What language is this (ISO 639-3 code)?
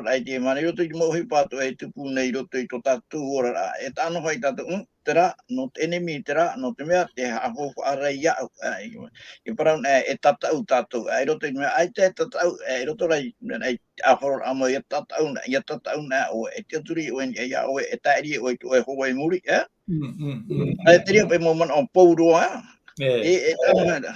tah